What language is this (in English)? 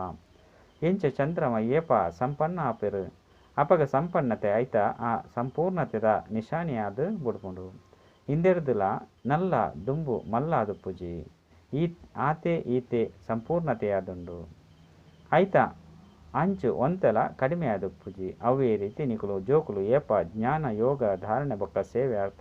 Tulu